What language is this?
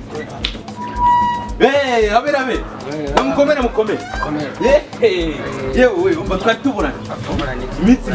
Kinyarwanda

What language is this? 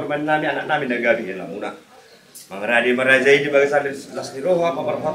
Batak Toba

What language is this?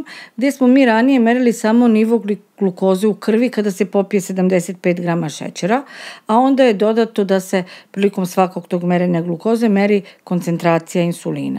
Serbian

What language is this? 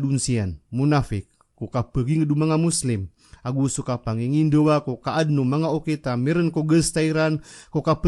Maranao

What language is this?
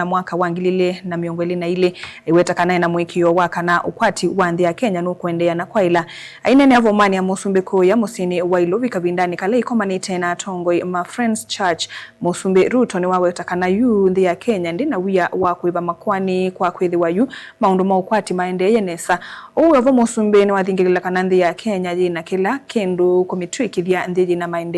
Kamba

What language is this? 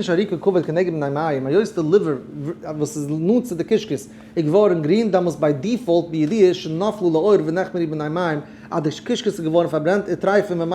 Yiddish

